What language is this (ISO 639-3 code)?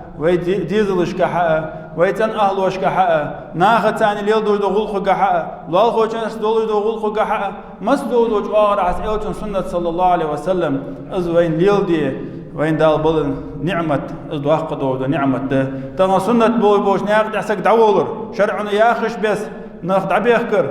inh